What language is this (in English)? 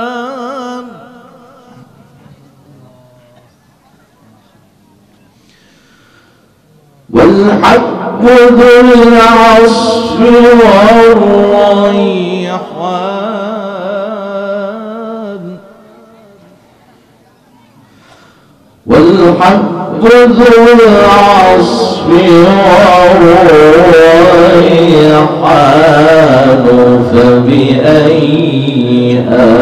Arabic